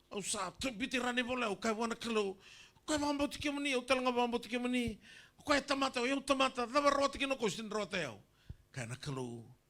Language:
Fijian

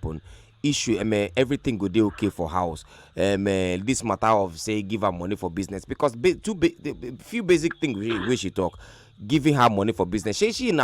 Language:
Nigerian Pidgin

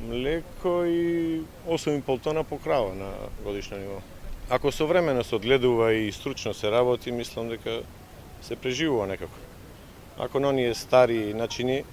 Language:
Macedonian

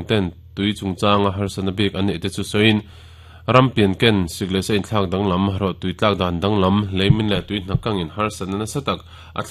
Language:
Mizo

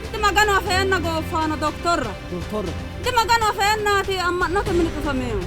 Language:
Sidamo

